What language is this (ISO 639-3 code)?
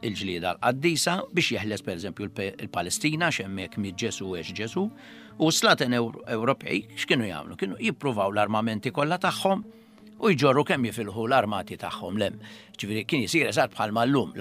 mlt